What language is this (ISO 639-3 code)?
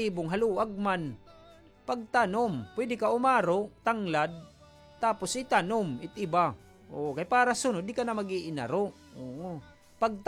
war